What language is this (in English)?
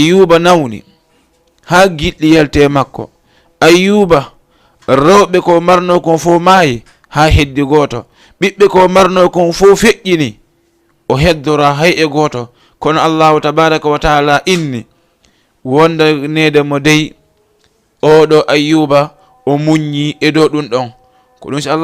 Fula